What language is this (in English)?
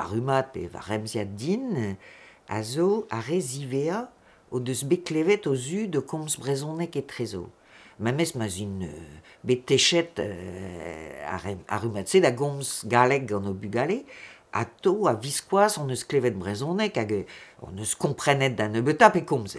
Breton